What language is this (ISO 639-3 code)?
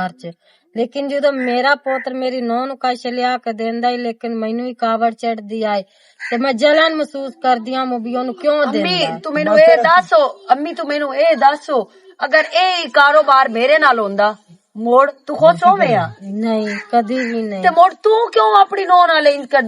lah